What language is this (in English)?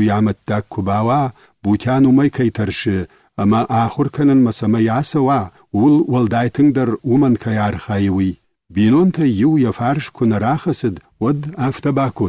Ossetic